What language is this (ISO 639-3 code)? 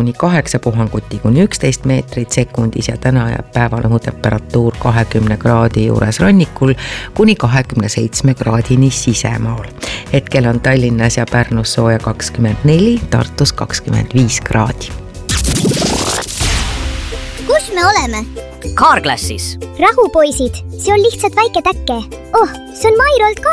est